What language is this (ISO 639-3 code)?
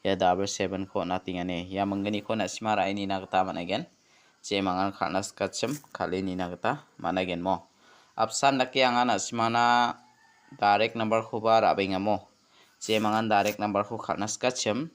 grt